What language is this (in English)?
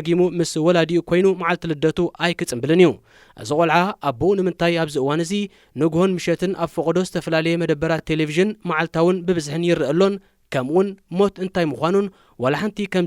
Tigrinya